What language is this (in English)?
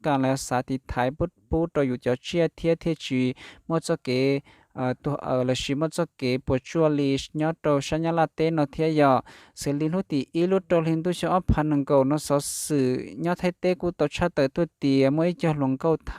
Hmong